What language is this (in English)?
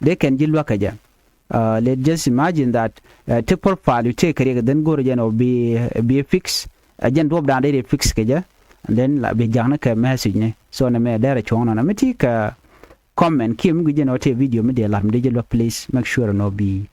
Nuer